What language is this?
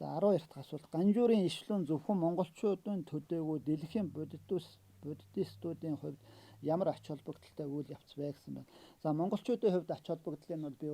Mongolian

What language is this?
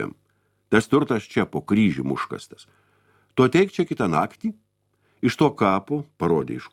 Lithuanian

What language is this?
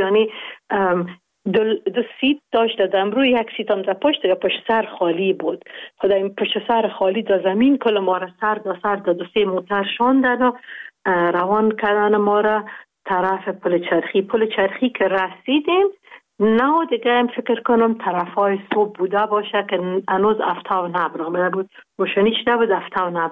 Persian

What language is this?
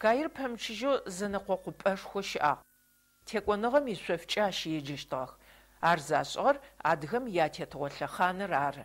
Adyghe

